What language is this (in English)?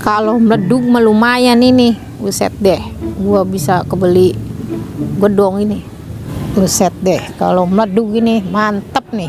Betawi